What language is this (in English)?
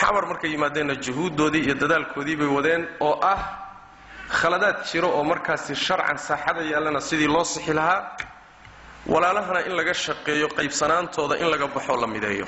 Somali